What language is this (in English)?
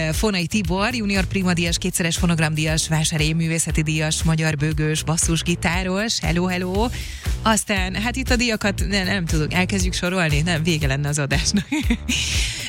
Hungarian